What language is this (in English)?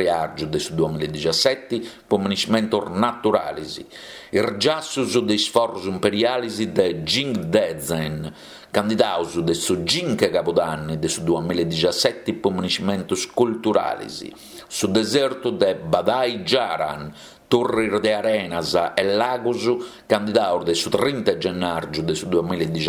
Sardinian